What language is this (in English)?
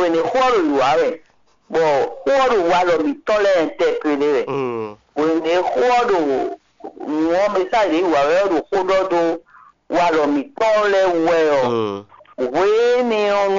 Fon